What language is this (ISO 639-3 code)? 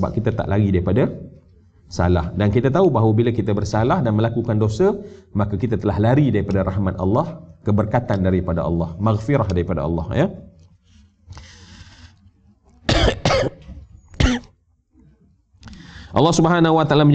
msa